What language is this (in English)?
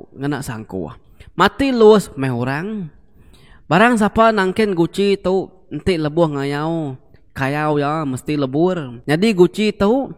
Iban